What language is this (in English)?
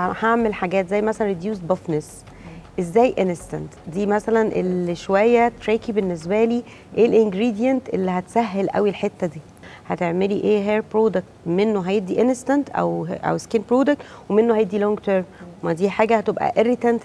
Egyptian Arabic